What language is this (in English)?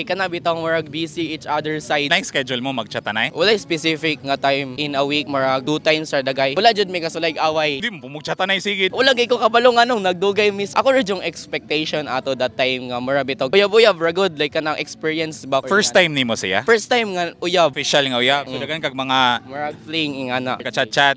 Cebuano